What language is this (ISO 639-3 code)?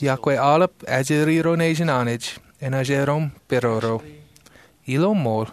mah